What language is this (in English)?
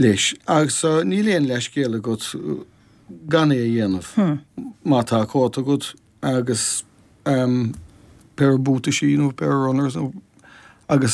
Irish